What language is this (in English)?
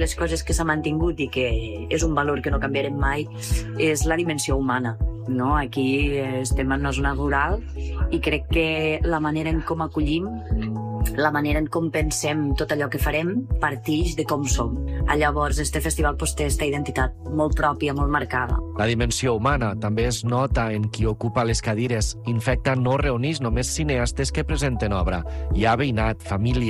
Catalan